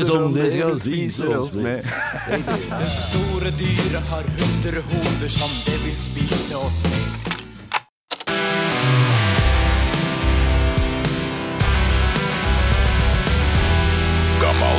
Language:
Norwegian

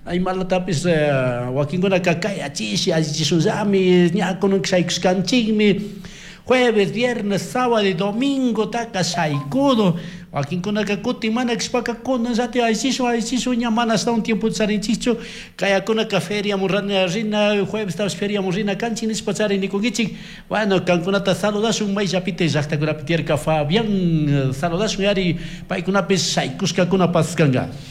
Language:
Chimborazo Highland Quichua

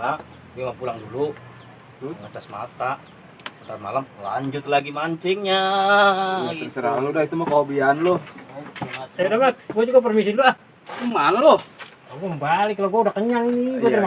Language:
Betawi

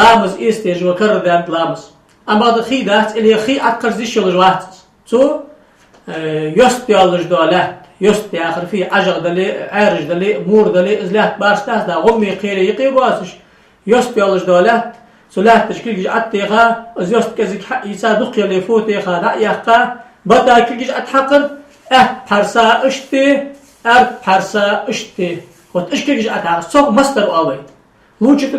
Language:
Ingush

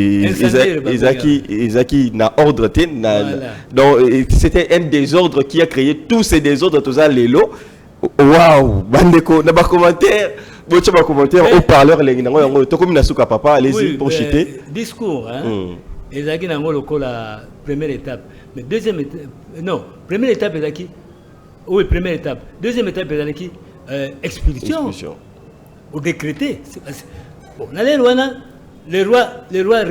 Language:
Lingala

